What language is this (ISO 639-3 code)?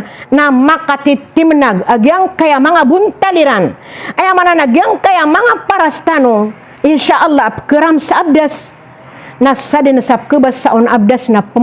mrw